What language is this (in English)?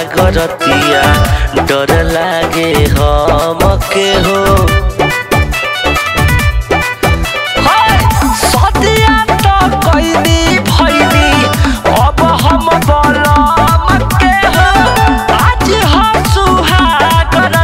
Bhojpuri